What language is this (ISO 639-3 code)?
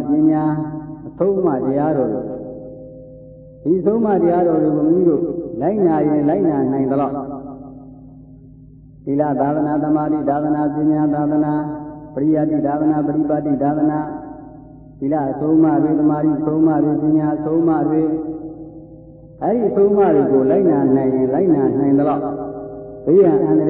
mya